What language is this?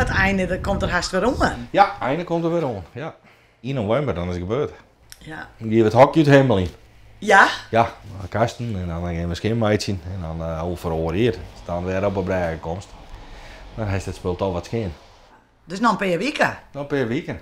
Western Frisian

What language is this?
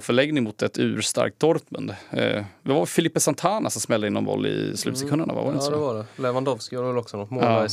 Swedish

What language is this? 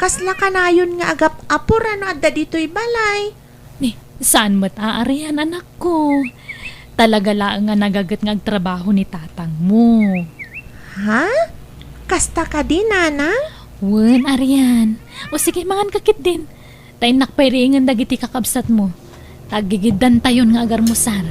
Iloko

